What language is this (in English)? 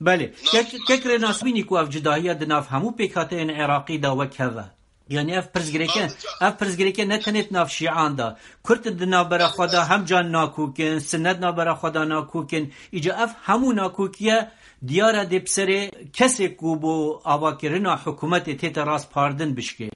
Kurdish